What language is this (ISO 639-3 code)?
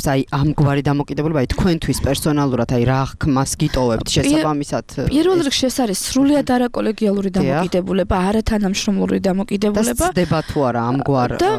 kat